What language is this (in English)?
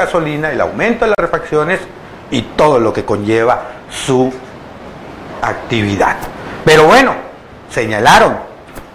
Spanish